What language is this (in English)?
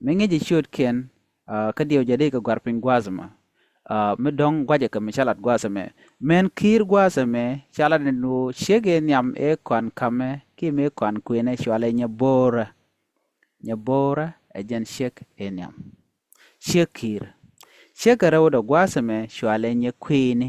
Nuer